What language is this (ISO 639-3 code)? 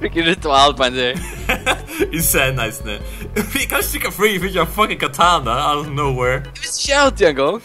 fao